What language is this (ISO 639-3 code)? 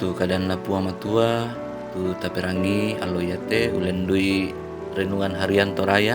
sda